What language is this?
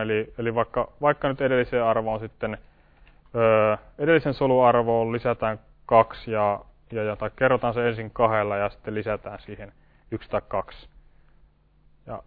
Finnish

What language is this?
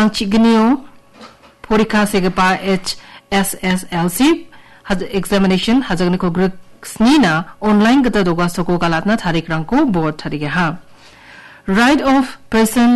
Garo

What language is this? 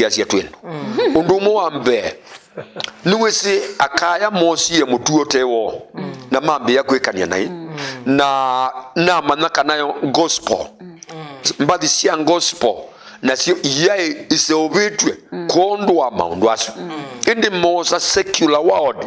Kamba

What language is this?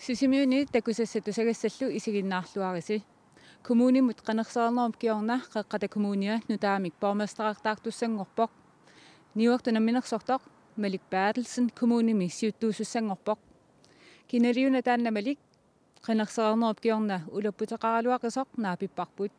Kalaallisut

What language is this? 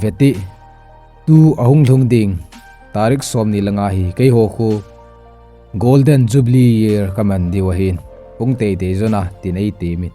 Thado Chin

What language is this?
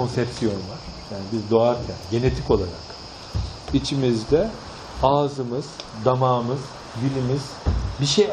Turkish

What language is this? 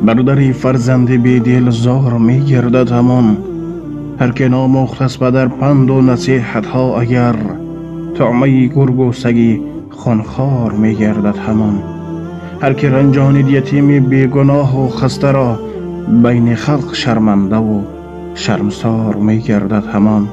Tajik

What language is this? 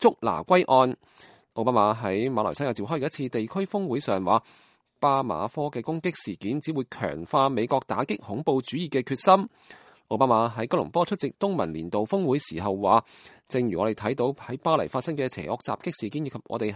Cantonese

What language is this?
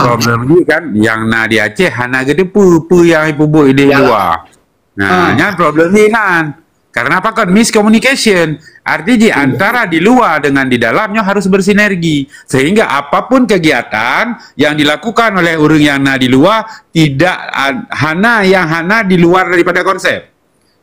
Achinese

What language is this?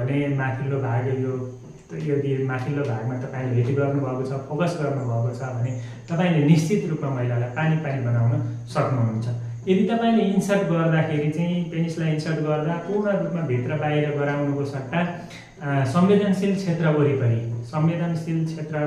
Nepali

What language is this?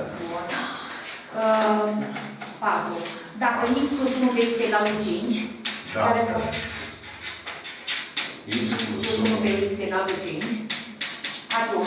Romanian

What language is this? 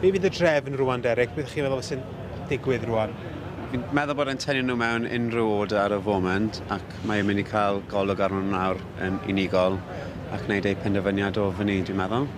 Welsh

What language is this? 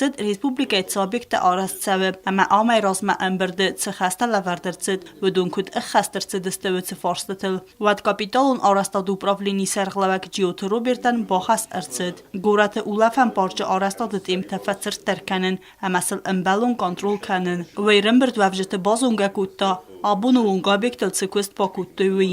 Ossetic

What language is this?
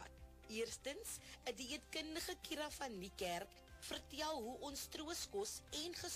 Afrikaans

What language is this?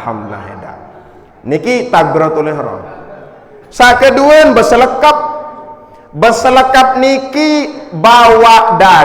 Sasak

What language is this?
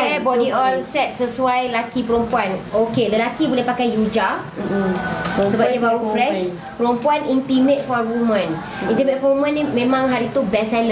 Malay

